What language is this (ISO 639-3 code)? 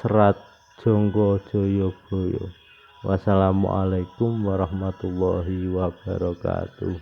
jav